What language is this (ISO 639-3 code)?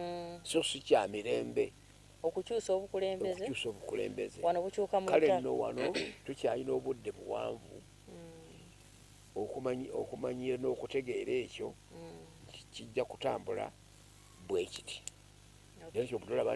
lug